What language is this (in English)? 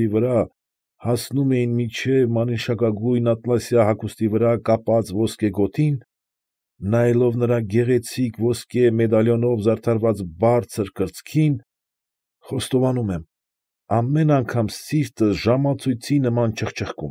Armenian